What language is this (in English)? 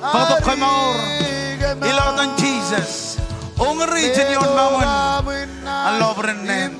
Marshallese